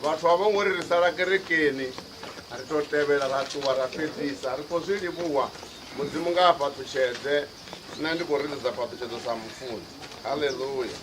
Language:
Venda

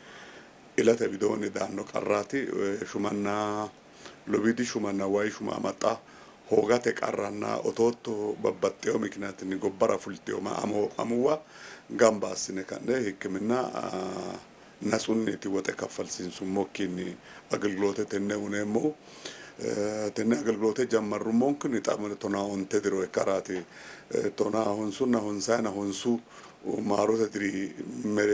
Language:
Sidamo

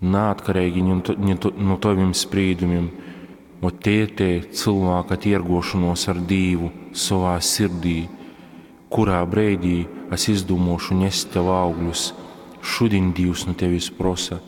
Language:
Latgalian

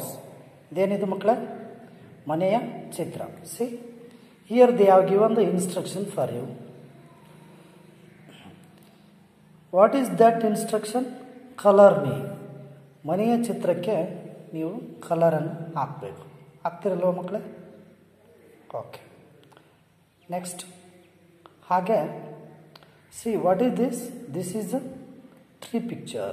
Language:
Kannada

